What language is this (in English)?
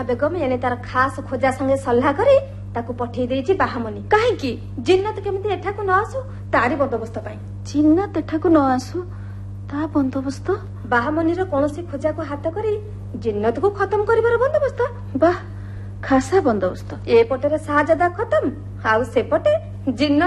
Odia